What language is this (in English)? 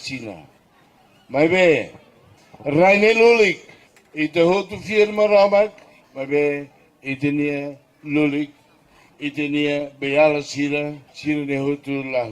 Tetum